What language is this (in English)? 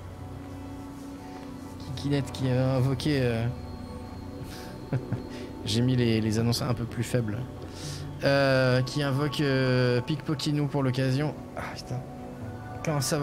French